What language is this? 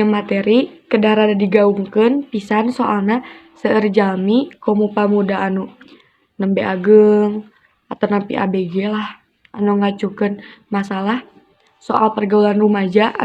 Sundanese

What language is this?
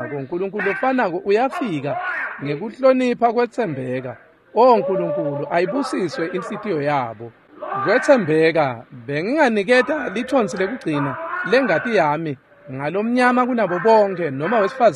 Swati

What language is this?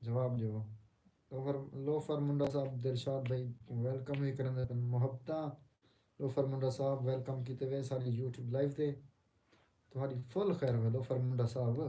Saraiki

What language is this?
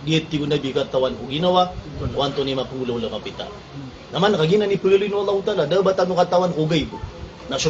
Maranao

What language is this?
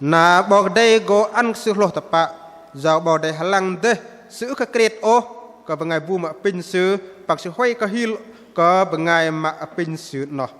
Bahnar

